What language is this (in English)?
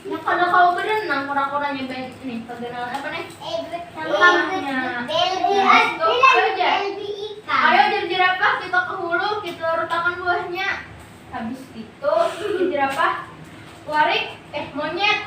Banjar